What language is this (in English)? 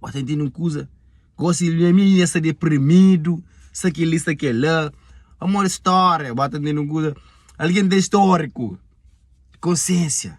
Kabuverdianu